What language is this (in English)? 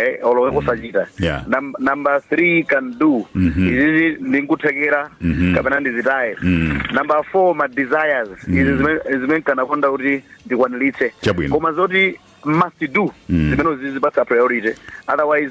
Nyanja